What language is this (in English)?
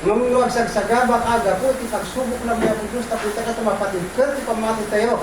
Iloko